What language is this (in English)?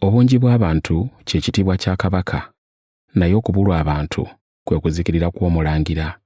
Ganda